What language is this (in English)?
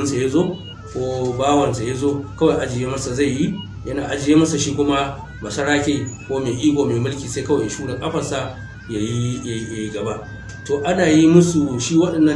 Hausa